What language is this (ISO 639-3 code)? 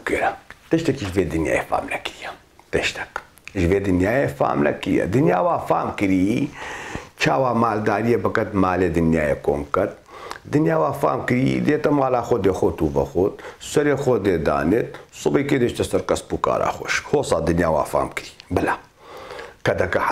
kur